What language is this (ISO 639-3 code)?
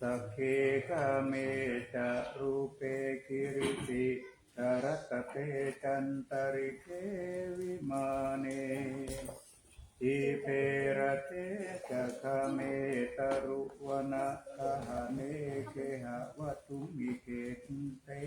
pli